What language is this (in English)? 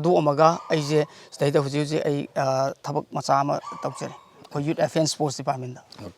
Manipuri